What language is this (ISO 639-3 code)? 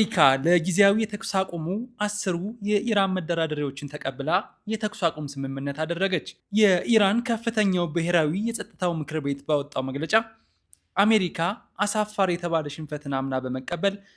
amh